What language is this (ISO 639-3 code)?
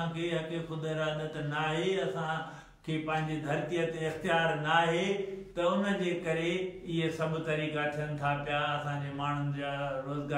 snd